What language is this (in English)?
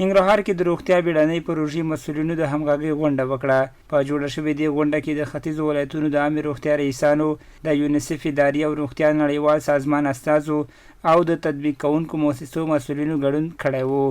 Pashto